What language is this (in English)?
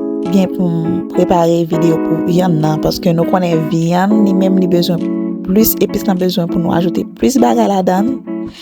Haitian Creole